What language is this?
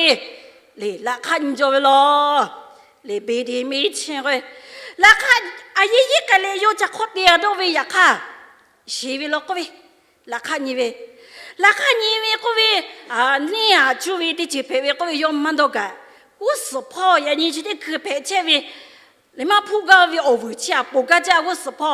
Lahu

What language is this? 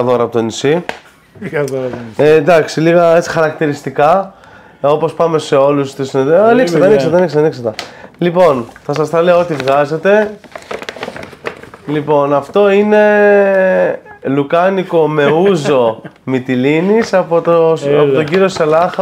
Greek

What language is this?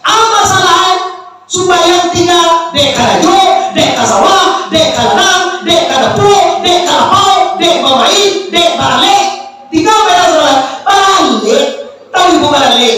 Minangkabau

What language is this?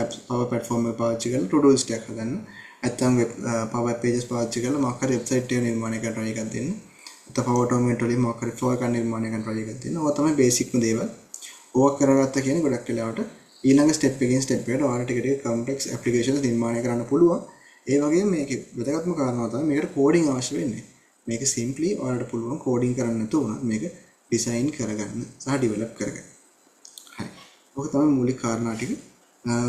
Sinhala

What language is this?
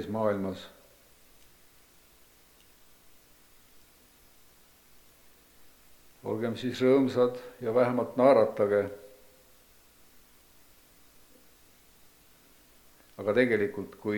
Estonian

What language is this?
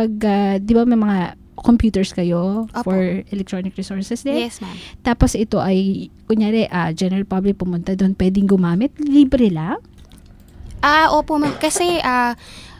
Filipino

